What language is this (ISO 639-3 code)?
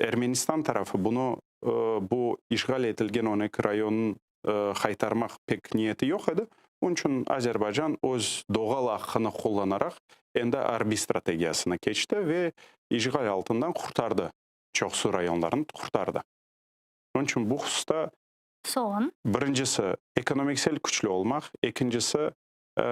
crh